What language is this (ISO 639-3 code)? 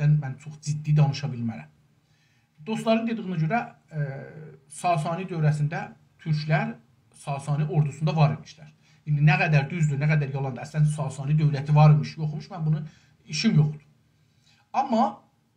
azb